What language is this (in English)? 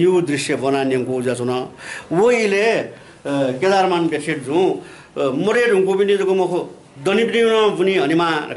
Newari